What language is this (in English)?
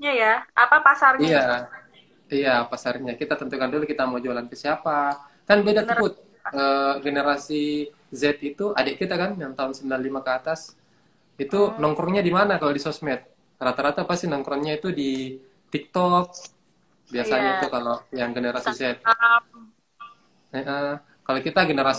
Indonesian